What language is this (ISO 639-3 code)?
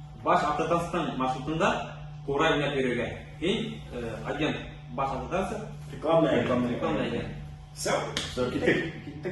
bak